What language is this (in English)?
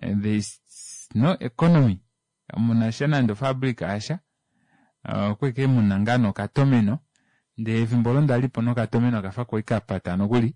Kuanyama